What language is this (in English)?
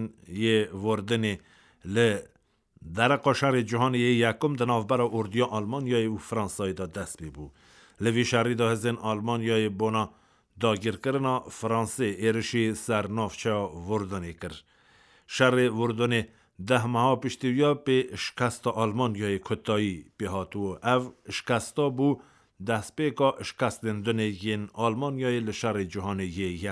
Kurdish